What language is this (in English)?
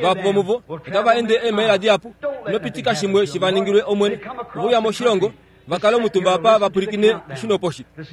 Kuanyama